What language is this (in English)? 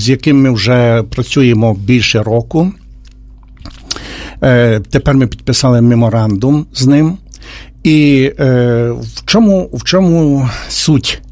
Ukrainian